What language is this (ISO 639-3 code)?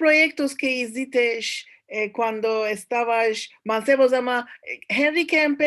lad